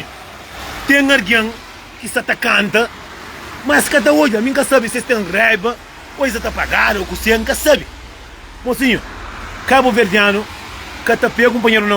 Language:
Kabuverdianu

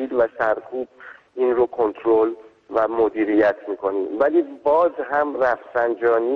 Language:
Persian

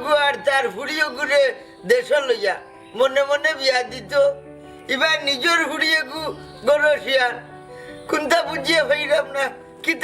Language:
Sylheti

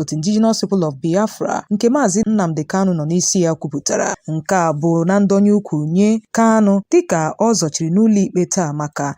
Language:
Igbo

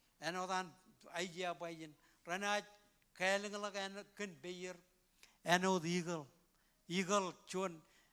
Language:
Marshallese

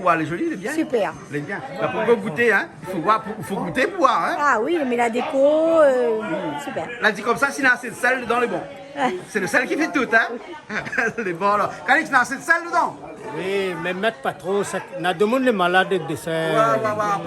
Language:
Réunion Creole French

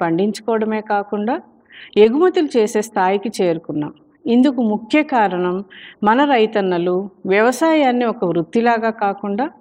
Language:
Telugu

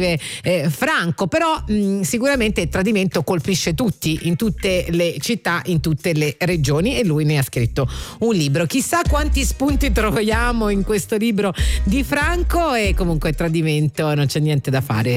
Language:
Italian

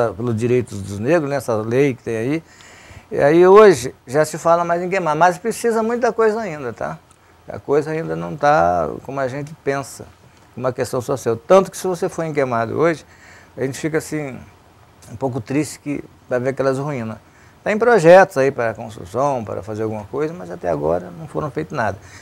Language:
Portuguese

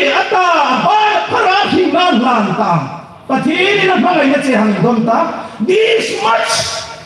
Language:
Hmar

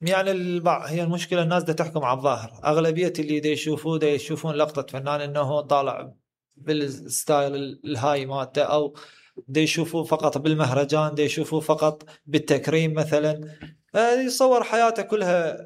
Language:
Mesopotamian Arabic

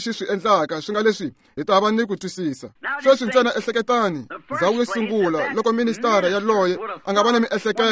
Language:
Tsonga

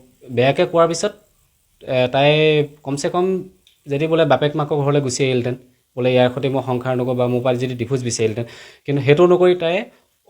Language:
Assamese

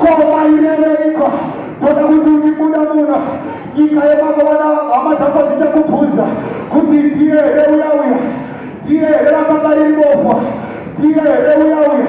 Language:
Shona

